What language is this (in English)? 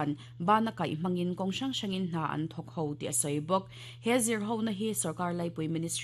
Mizo